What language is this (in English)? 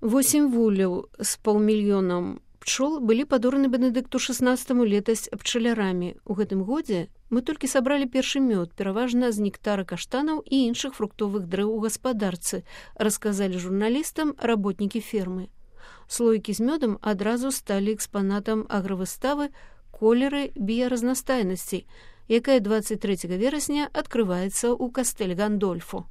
Belarusian